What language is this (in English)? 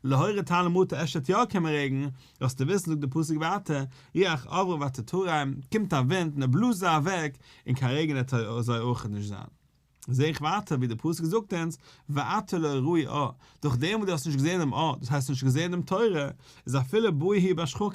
Yiddish